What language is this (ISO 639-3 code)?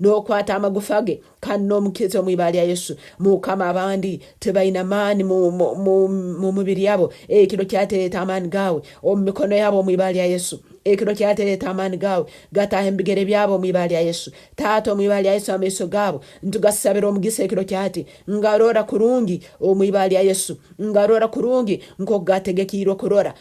nyn